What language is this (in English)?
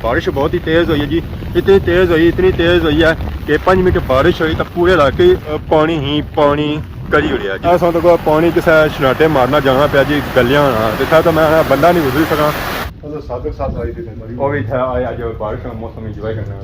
Pahari-Potwari